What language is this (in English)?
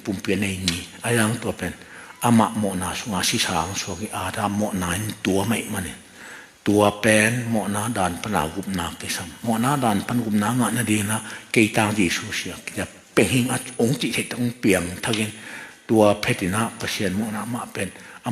Tedim Chin